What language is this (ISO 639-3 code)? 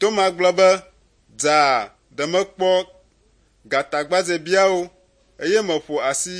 ewe